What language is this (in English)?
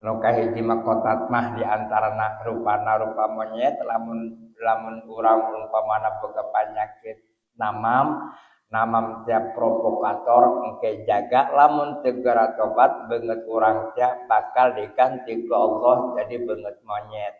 Sundanese